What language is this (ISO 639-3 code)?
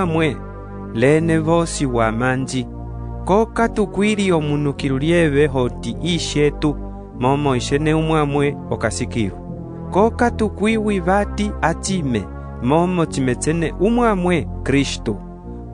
umb